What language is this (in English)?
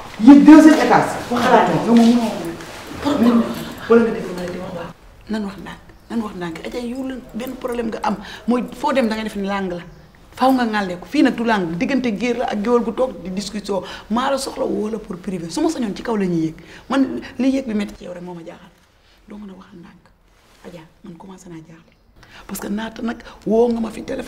Wolof